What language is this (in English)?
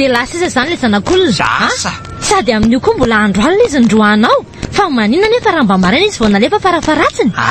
Malagasy